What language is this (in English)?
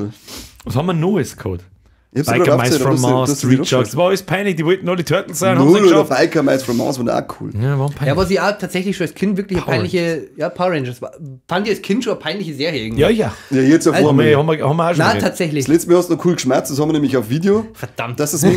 Bavarian